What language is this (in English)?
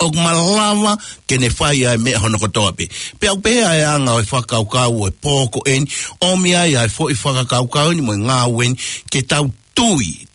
Tongan